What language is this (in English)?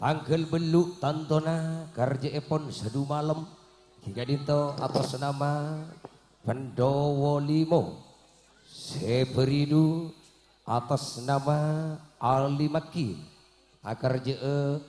Madurese